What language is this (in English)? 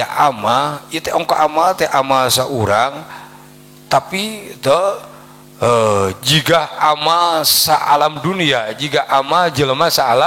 Sundanese